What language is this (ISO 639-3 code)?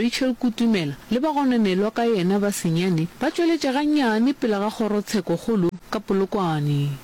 nso